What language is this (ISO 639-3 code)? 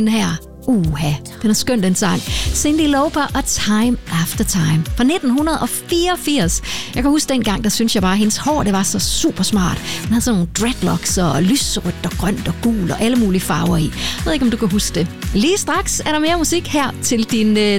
dan